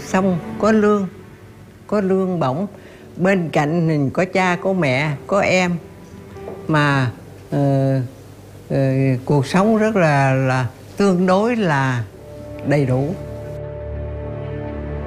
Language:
Vietnamese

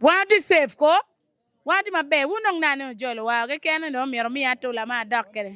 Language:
Acoli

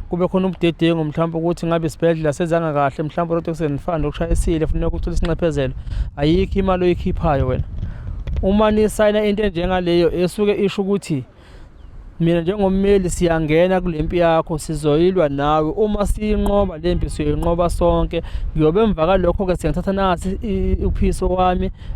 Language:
Zulu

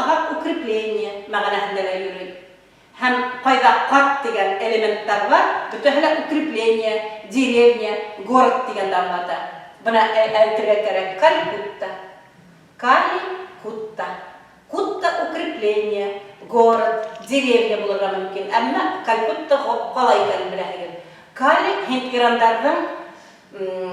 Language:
Bashkir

